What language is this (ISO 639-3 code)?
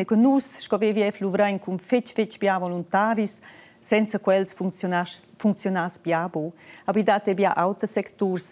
roh